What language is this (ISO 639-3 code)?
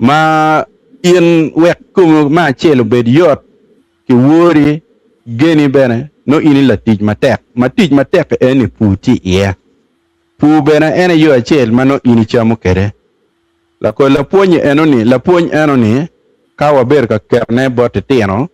ach